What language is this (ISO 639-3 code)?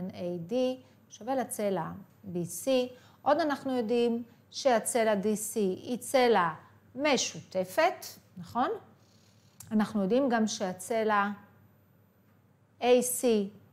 heb